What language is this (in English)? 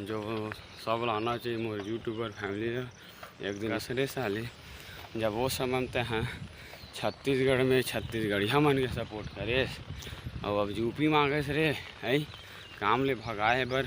Chhattisgarhi